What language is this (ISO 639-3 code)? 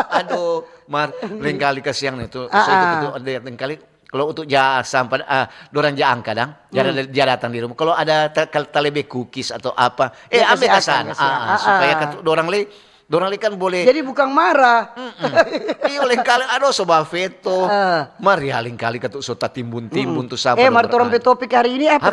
xmm